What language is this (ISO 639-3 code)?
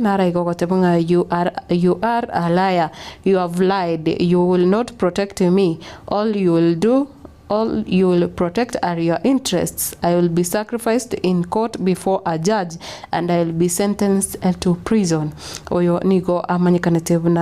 guz